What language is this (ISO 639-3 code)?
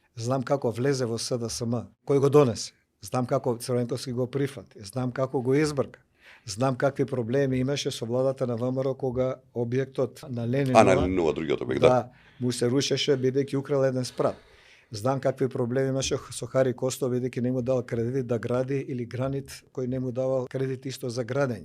mkd